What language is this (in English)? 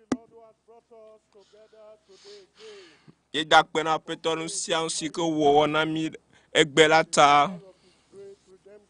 Ewe